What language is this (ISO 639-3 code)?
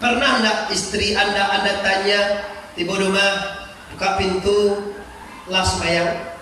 min